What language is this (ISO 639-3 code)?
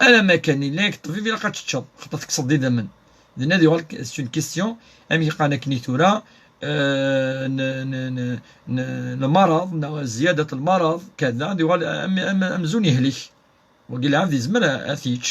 kab